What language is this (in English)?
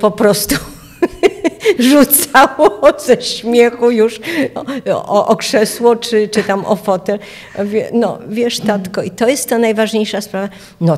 Polish